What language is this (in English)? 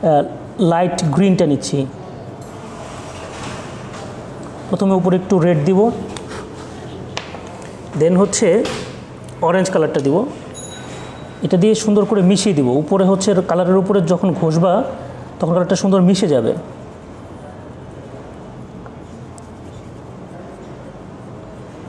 Bangla